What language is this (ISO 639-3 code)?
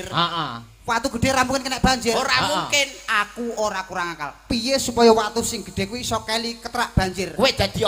jav